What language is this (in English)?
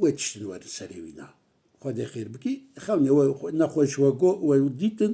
Kurdish